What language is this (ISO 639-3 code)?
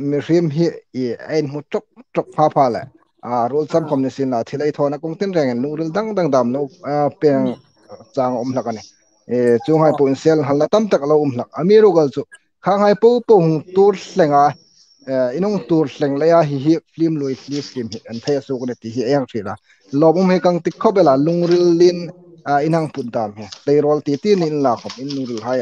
hmr